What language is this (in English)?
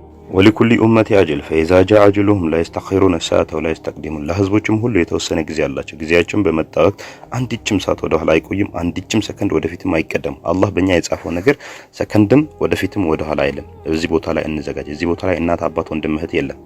Amharic